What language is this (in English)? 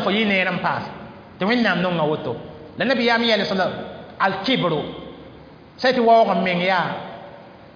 Mossi